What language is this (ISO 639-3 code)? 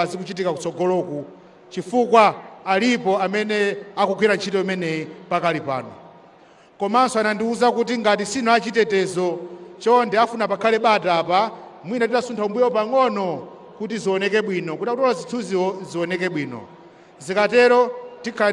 nya